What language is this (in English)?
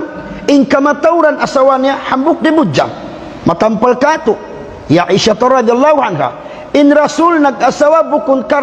Tausug